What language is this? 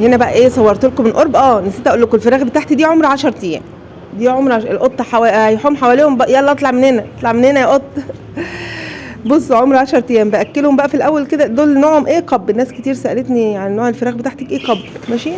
Egyptian Arabic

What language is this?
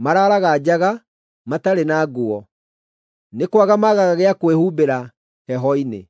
Kikuyu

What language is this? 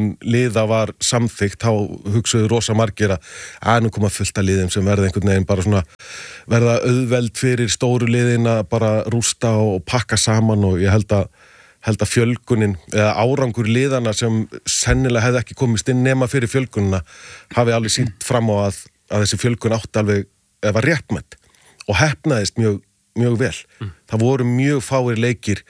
Icelandic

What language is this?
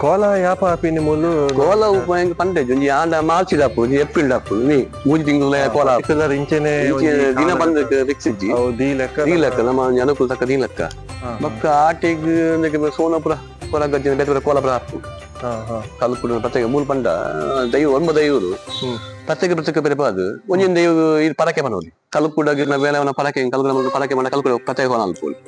Tulu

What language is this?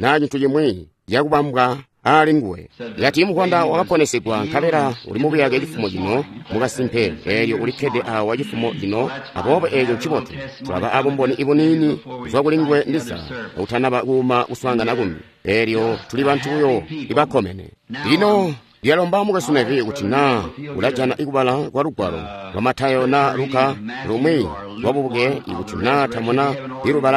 Tonga (Zambia)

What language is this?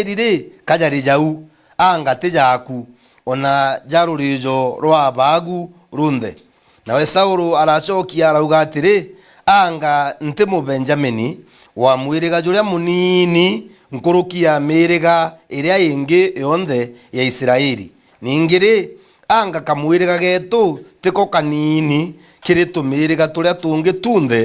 Meru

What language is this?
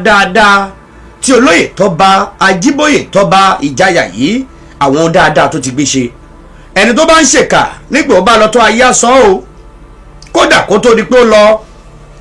Yoruba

